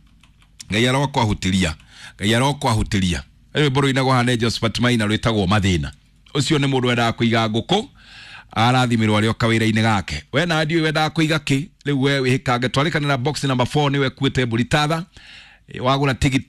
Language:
Kikuyu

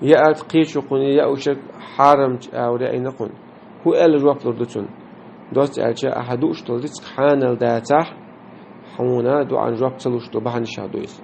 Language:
Chechen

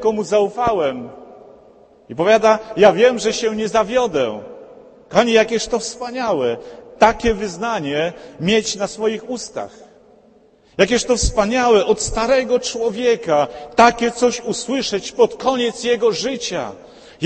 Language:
Polish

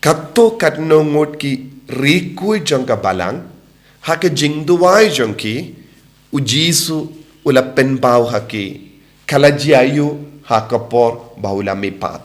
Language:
Khasi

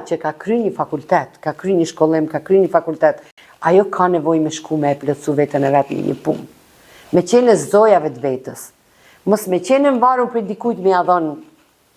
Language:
Albanian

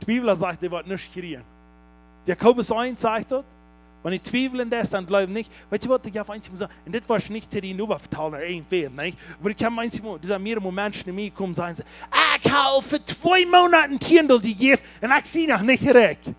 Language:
Plautdietsch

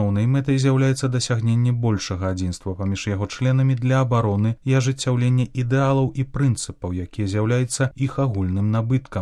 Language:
Belarusian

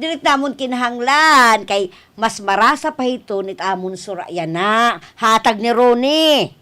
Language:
Waray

